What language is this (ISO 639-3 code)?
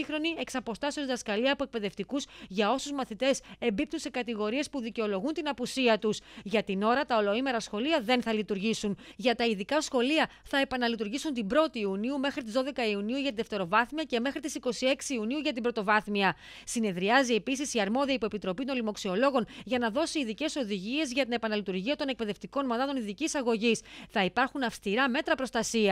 ell